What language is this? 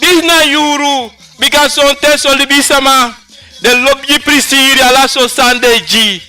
Sranan Tongo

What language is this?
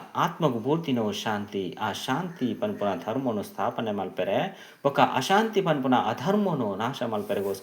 Tulu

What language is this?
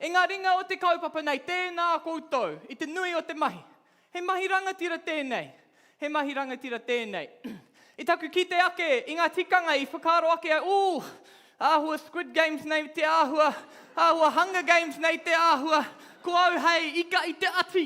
Māori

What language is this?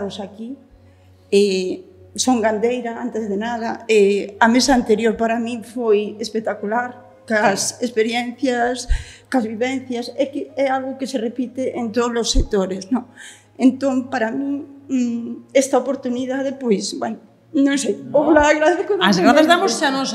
Galician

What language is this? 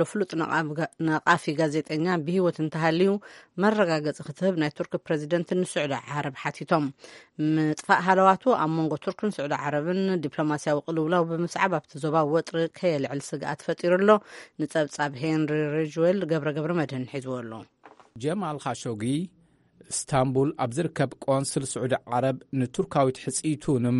Tigrinya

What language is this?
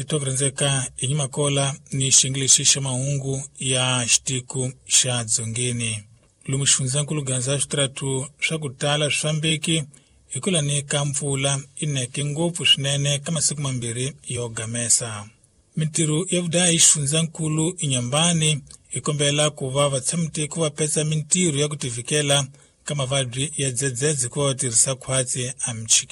Tsonga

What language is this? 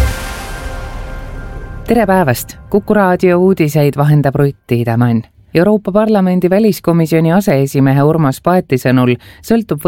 Estonian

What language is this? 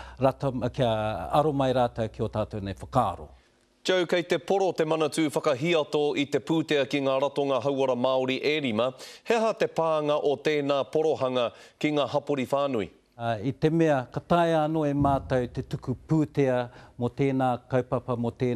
Māori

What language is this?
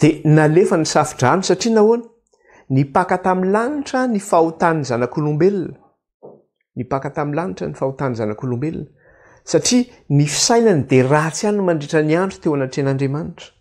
Malagasy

